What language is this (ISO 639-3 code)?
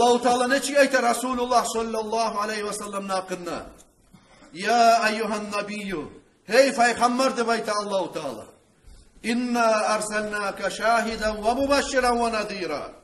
kum